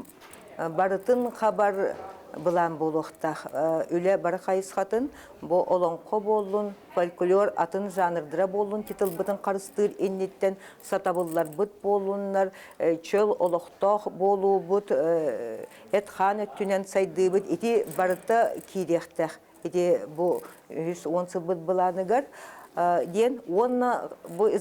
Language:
Yakut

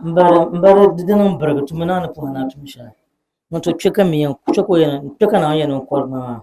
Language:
Dagbani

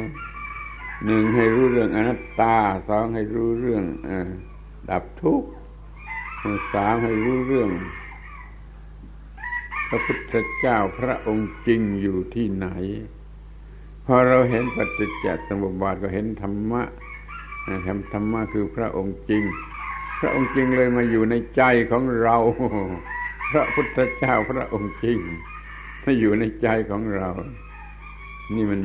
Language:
Thai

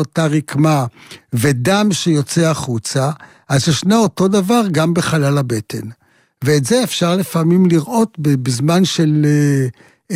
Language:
Hebrew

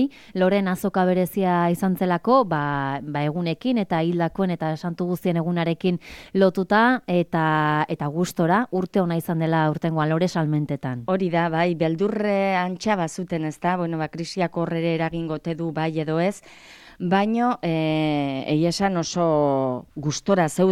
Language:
Basque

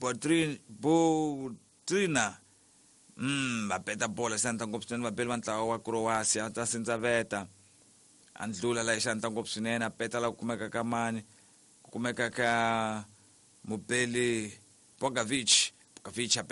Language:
Tsonga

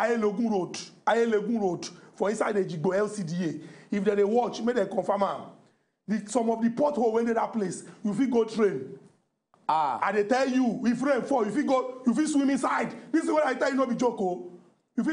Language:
Nigerian Pidgin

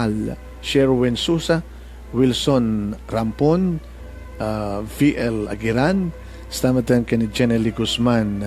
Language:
Iloko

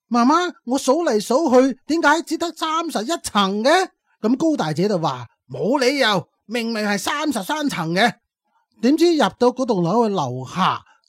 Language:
Cantonese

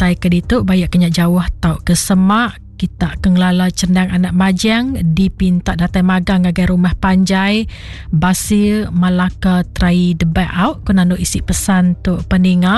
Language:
Iban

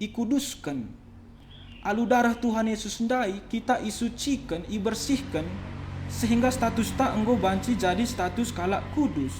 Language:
Batak Karo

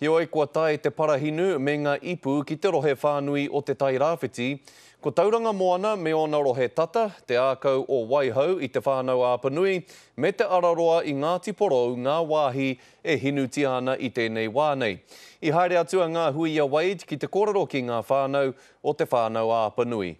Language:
Māori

